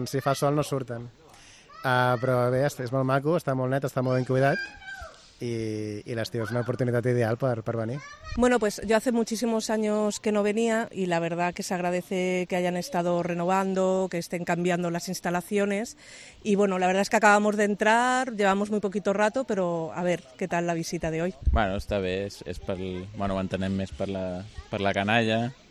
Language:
Catalan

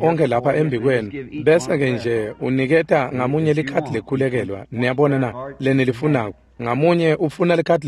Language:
Swati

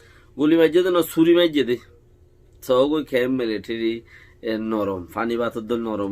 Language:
Rohingya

